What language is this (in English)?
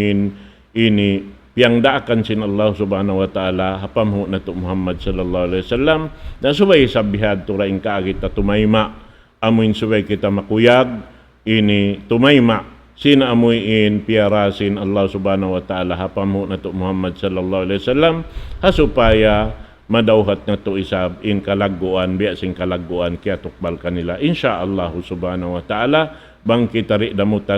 Tausug